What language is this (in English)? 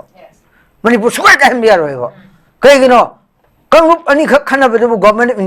Manipuri